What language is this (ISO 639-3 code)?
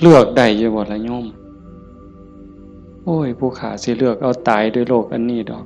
tts